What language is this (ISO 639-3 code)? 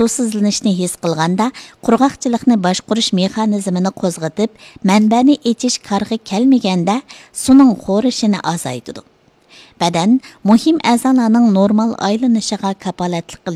uig